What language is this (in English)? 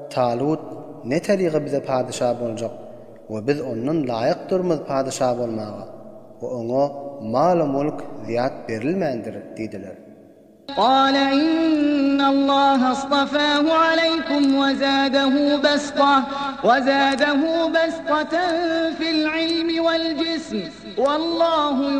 Turkmen